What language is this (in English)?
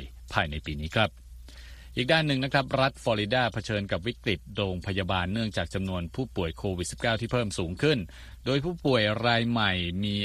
Thai